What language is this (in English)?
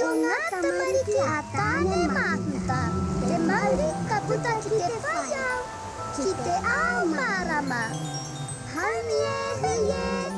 Māori